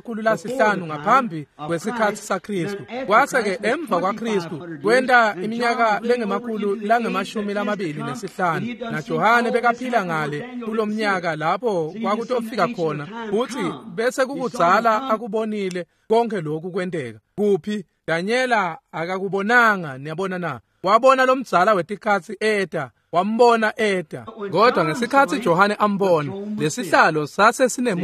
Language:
Swati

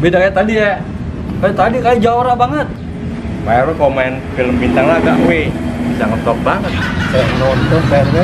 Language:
Betawi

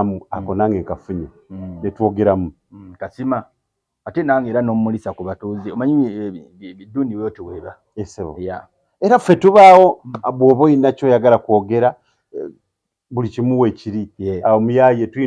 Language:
Ganda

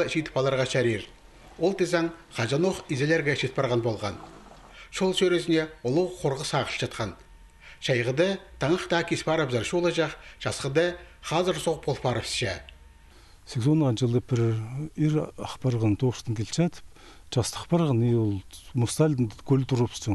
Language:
Khakas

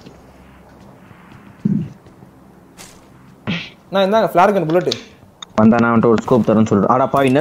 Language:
Tamil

